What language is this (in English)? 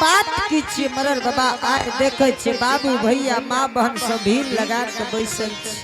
Angika